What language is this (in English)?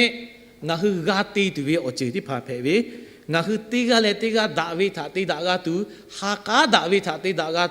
Lahu